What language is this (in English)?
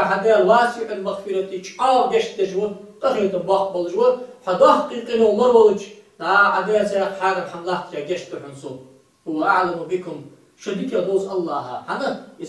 Ingush